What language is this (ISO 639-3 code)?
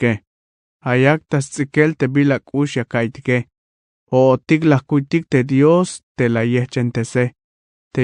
tzh